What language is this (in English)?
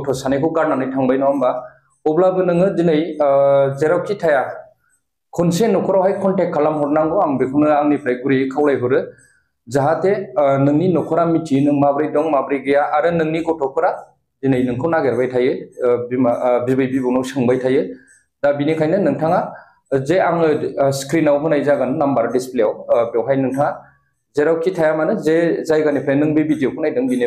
Bodo